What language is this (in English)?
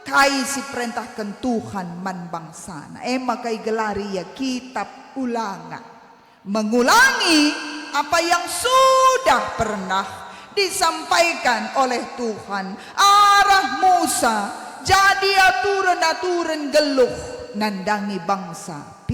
Batak Karo